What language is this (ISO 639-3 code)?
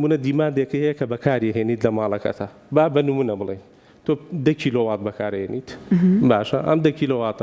ckb